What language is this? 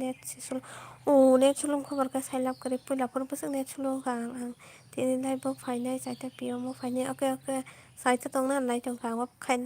Kok Borok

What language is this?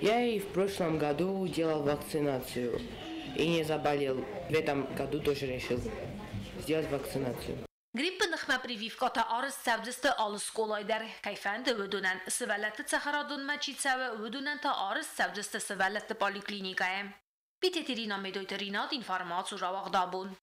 Ossetic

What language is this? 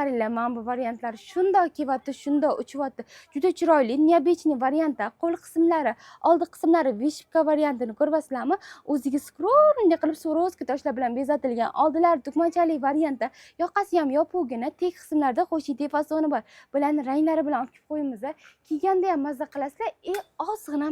Uzbek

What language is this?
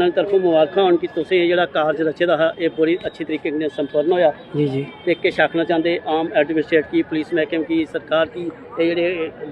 Dogri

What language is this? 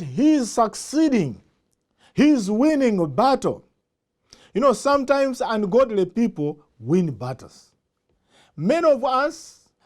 English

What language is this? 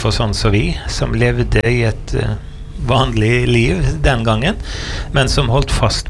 Norwegian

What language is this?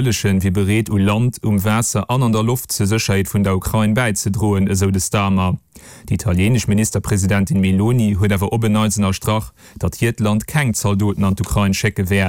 Luxembourgish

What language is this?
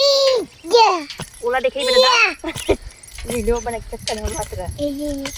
Chhattisgarhi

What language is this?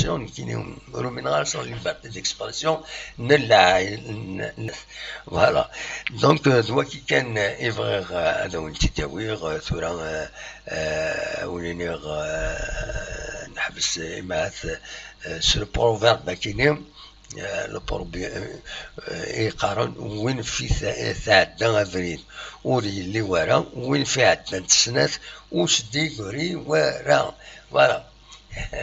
Kabyle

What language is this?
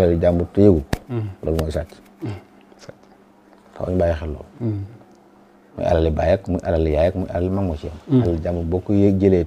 Wolof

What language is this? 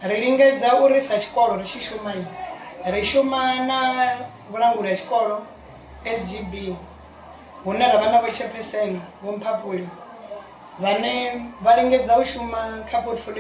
Venda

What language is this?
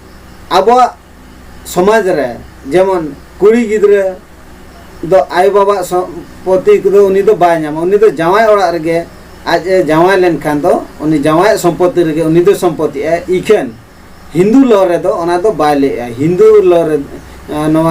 Santali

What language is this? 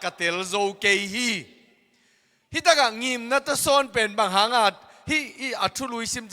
Tedim Chin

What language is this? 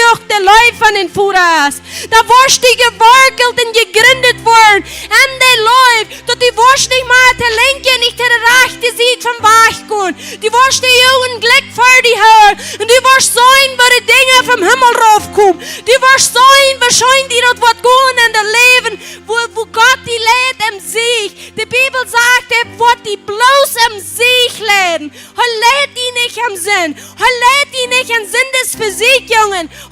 Plautdietsch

